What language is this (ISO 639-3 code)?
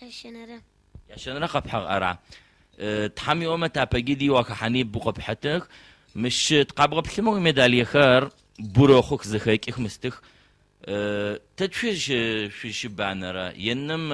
ady